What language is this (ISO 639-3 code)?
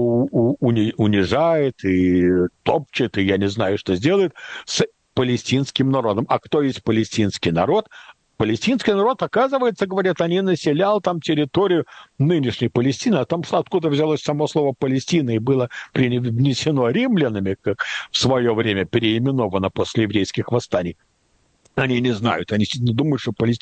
rus